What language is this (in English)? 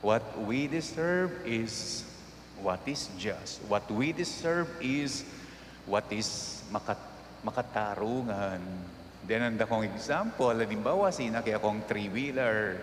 Pampanga